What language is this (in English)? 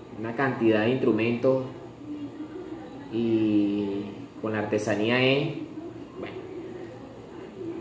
Spanish